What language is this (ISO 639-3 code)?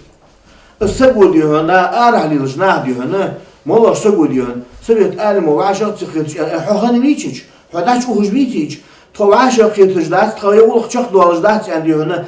inh